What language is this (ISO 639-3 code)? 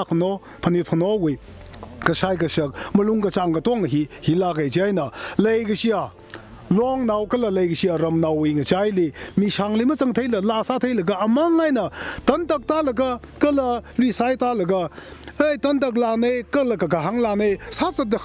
nmf